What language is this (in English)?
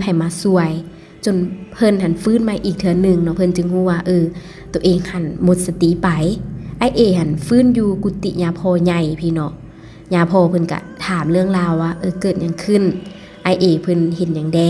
Lao